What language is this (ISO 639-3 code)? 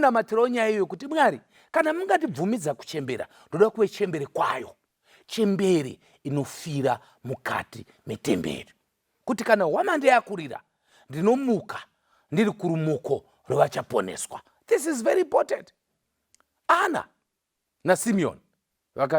sna